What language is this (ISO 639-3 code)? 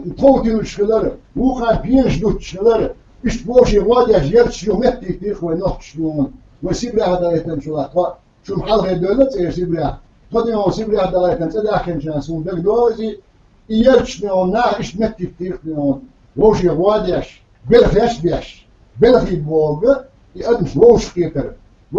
che